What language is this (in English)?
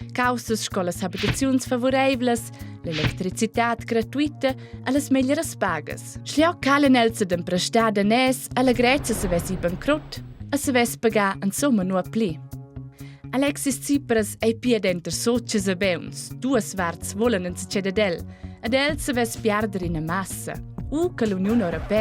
Romansh